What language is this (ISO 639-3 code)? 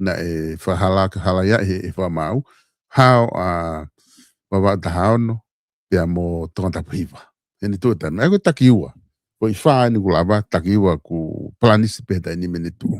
ton